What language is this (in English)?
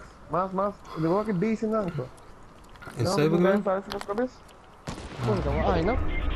Papiamento